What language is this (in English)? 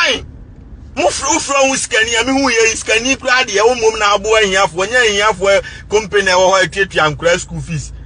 Akan